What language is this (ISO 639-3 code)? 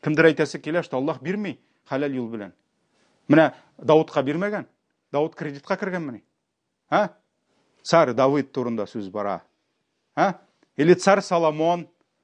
tat